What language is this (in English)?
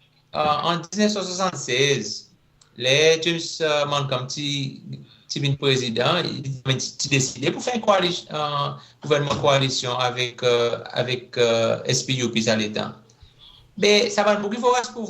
Seselwa Creole French